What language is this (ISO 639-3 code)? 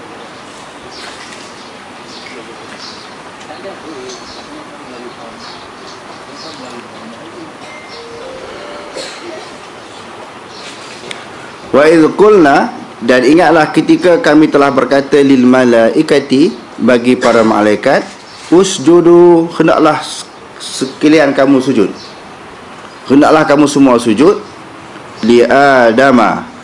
msa